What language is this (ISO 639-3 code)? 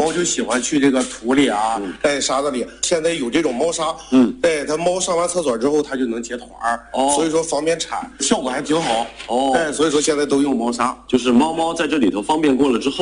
zho